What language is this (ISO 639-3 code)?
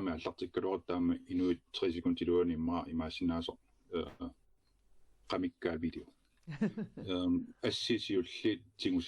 kal